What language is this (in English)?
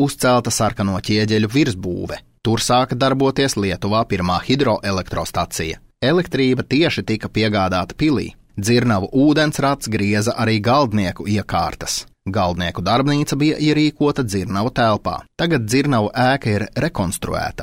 Latvian